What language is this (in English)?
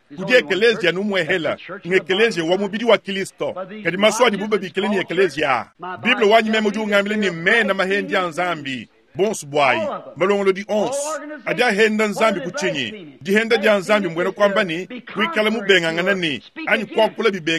Luba-Lulua